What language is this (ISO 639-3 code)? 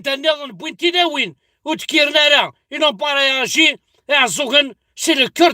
kab